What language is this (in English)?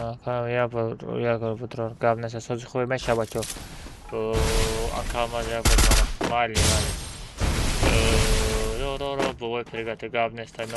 Tajik